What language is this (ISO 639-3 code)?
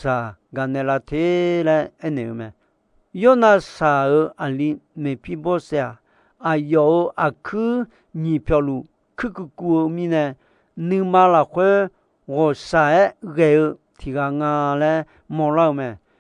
ahk